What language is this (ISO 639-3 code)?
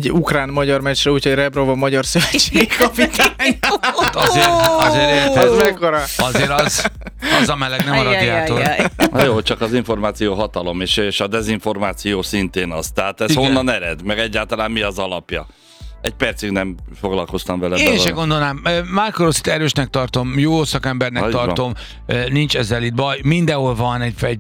hun